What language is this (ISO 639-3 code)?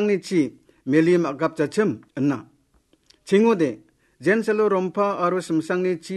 grt